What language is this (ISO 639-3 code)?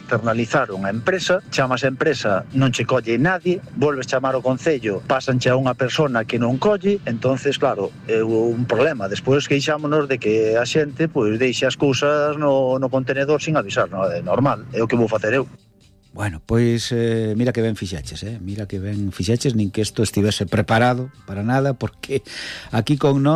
glg